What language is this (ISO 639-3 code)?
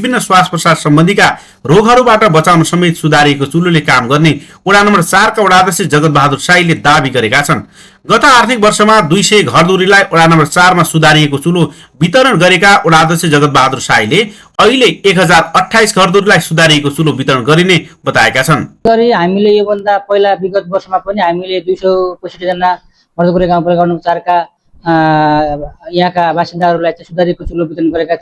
nep